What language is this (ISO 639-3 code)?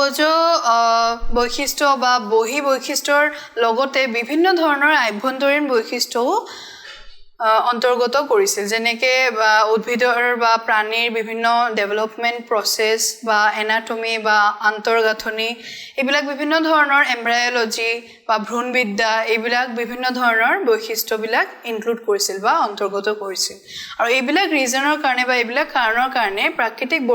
asm